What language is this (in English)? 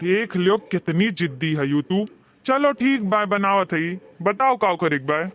Awadhi